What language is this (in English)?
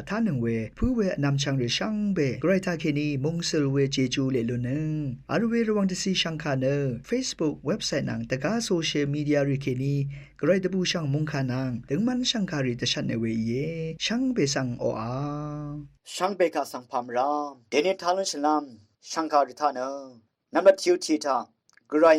Rawang